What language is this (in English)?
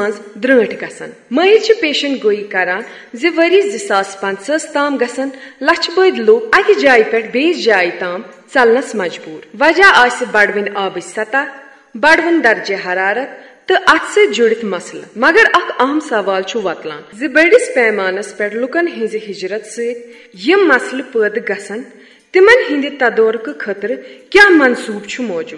Kashmiri